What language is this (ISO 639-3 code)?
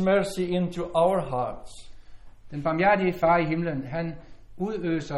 dan